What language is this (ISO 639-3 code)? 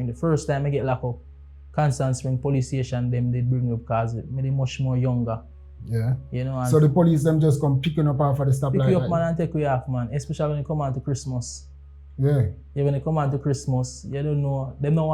jam